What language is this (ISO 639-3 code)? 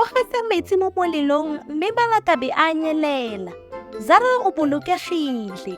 tsn